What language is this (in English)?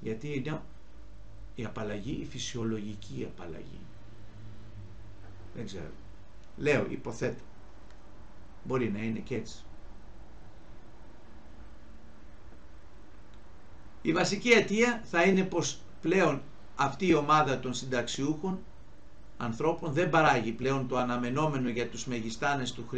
Greek